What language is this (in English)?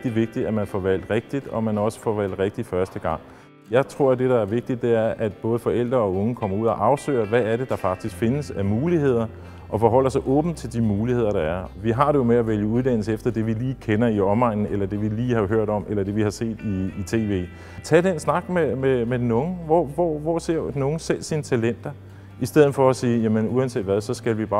Danish